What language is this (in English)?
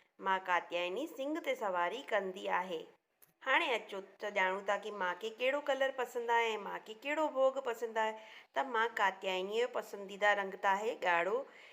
Sindhi